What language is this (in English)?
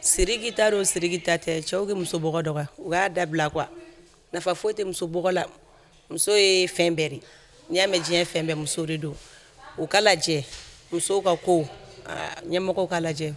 Bambara